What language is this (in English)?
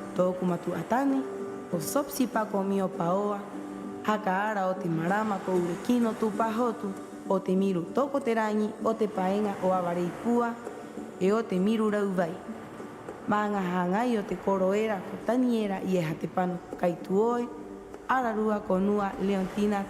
Rapanui